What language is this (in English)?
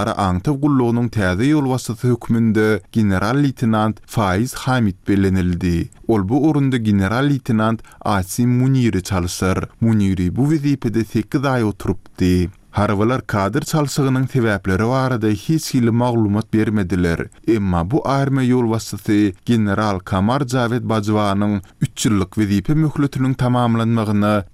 Turkmen